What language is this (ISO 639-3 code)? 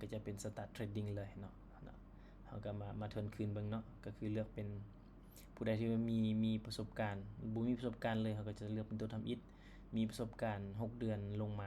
lao